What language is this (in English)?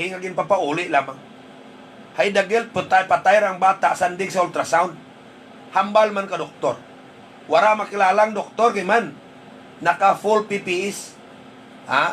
Hiligaynon